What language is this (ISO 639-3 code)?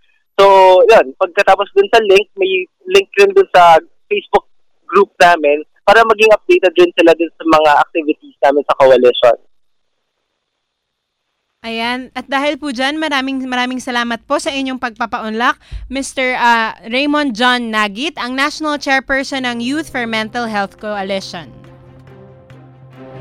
fil